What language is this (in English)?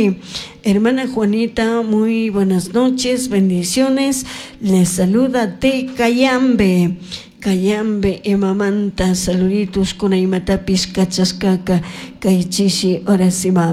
Chimborazo Highland Quichua